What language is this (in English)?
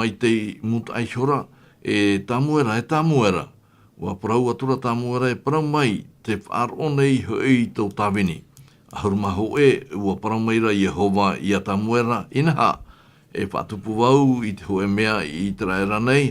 Tahitian